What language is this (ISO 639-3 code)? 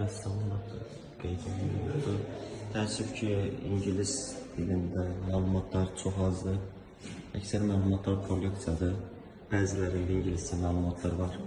aze